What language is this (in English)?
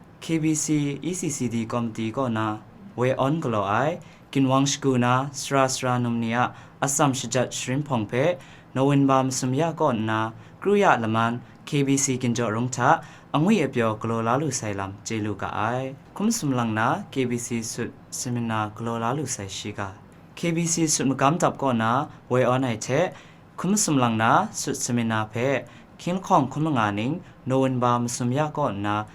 Kachin